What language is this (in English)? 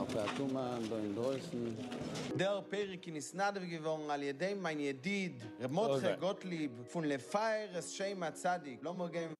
Yiddish